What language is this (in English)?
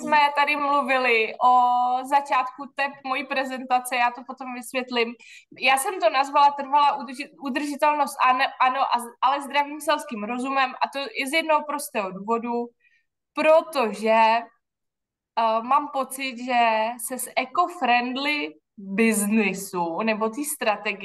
Czech